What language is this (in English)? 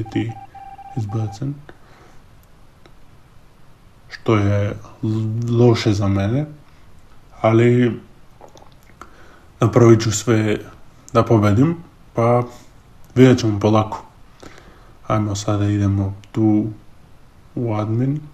Croatian